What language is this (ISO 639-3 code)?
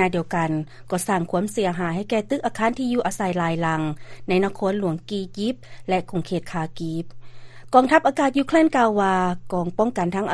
lao